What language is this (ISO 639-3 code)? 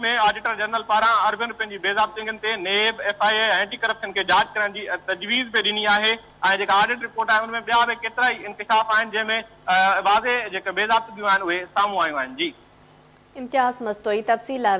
snd